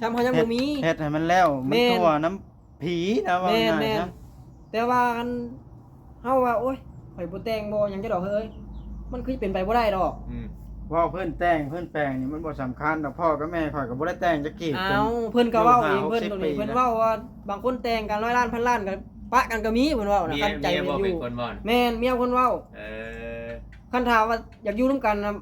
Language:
Northeastern Thai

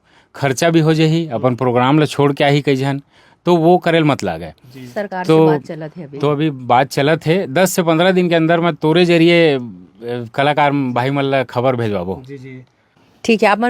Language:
Chhattisgarhi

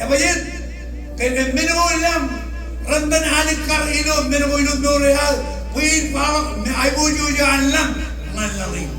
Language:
Marshallese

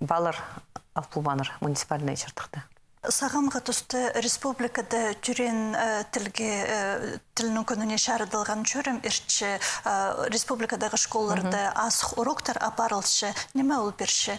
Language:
Khakas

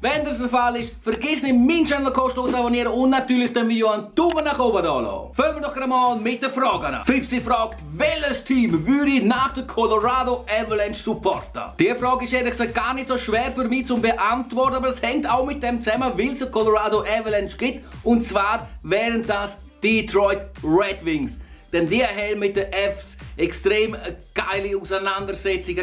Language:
Swiss German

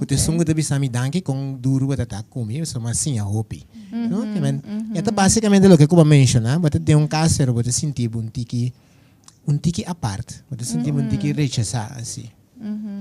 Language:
Papiamento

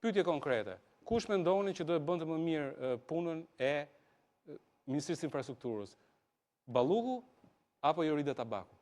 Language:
Albanian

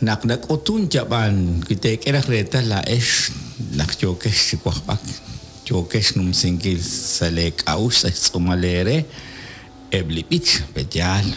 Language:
Kekchí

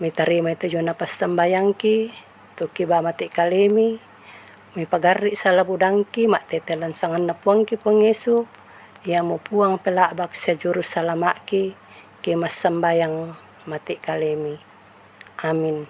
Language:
Toraja-Sa'dan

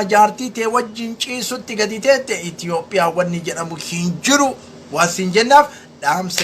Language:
Oromo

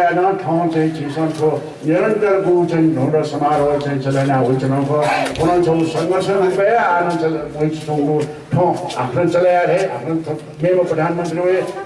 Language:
Newari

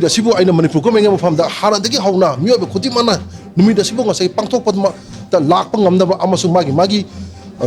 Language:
Manipuri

